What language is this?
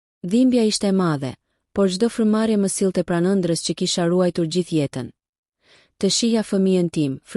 Albanian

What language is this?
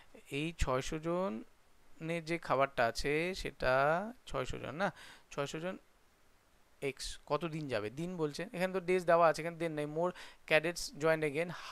Bangla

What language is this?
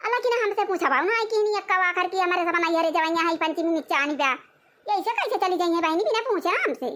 Awadhi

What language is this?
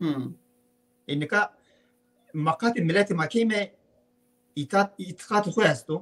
Zaza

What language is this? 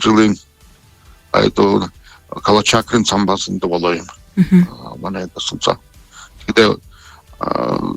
Buriat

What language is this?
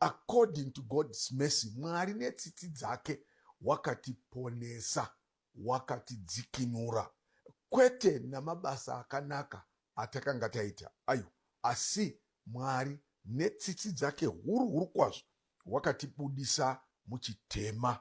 Shona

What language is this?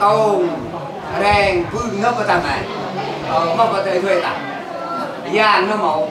Central Mnong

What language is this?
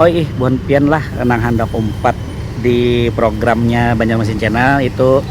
Banjar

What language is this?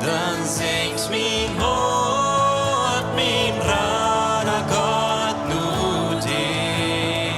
Plautdietsch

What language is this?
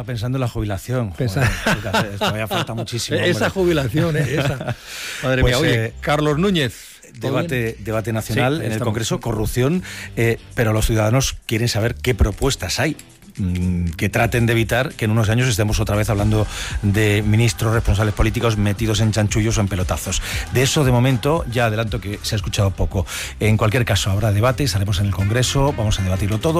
Spanish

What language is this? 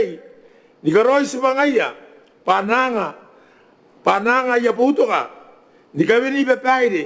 Gilbertese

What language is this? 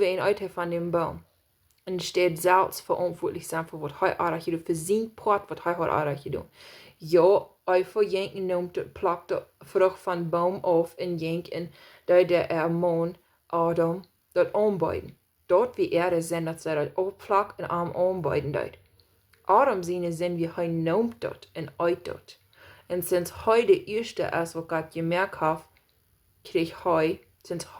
Plautdietsch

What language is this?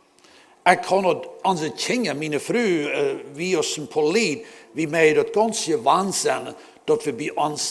Plautdietsch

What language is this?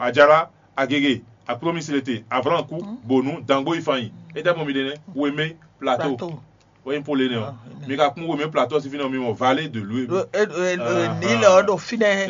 Fon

